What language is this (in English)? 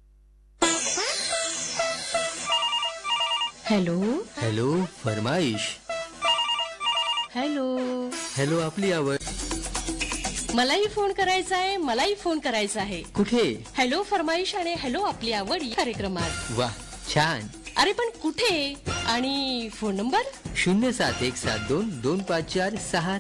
Marathi